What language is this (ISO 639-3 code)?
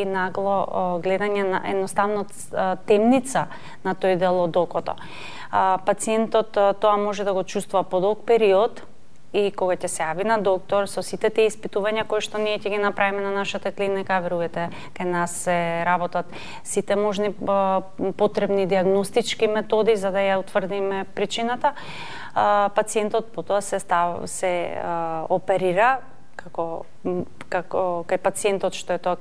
mkd